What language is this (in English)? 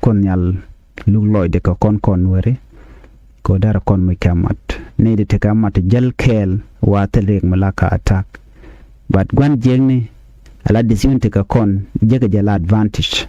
Nuer